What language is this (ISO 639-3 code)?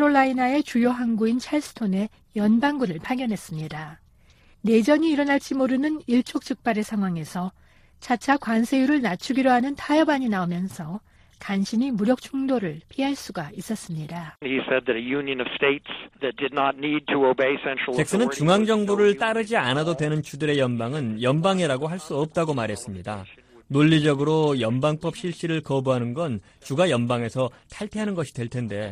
kor